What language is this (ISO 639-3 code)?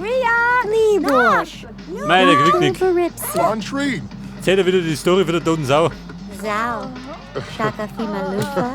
bar